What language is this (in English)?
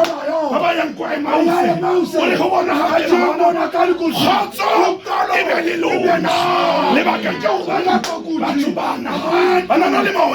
Southern Sotho